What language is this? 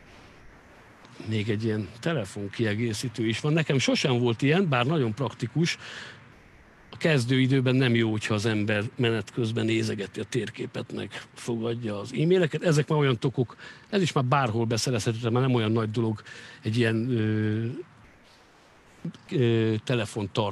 Hungarian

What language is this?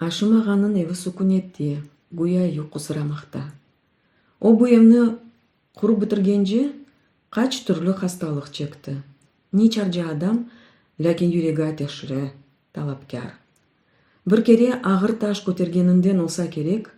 Crimean Tatar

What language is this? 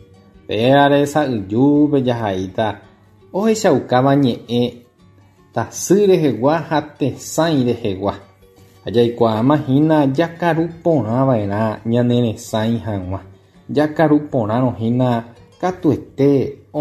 Guarani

